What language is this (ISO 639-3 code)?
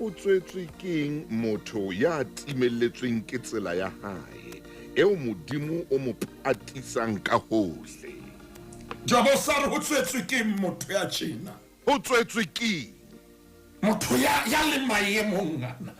sot